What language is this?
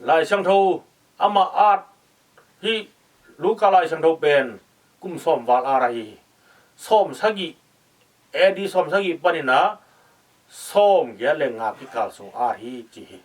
Tedim Chin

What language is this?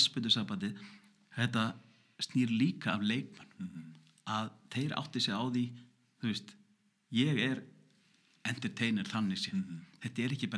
Icelandic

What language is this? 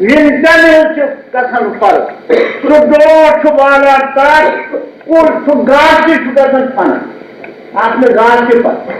Kashmiri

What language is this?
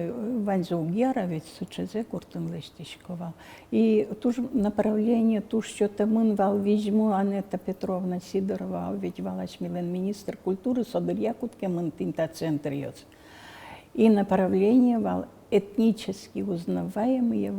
Udmurt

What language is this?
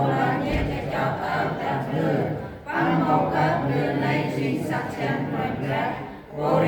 Central Mnong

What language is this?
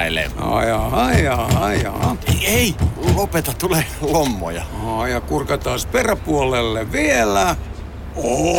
Finnish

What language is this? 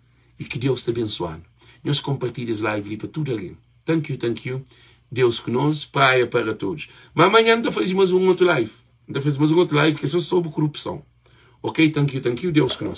Kabuverdianu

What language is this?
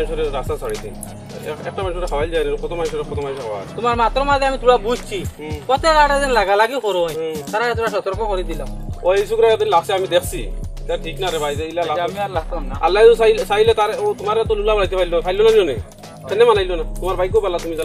Sylheti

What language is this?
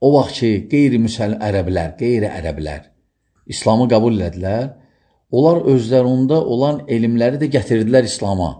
Azerbaijani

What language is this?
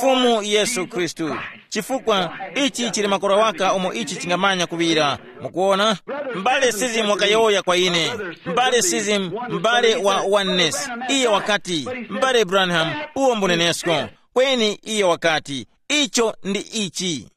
Tumbuka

